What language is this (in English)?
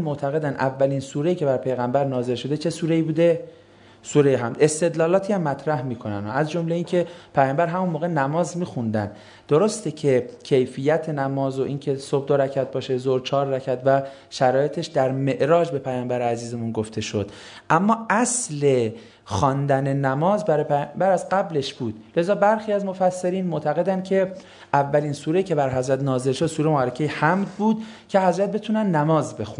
Persian